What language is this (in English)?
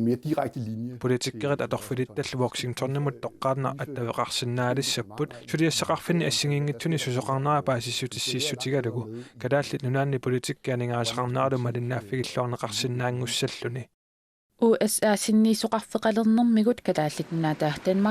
Kalaallisut